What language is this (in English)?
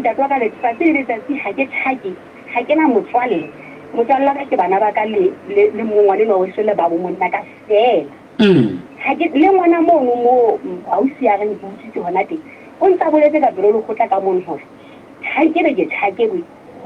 Southern Sotho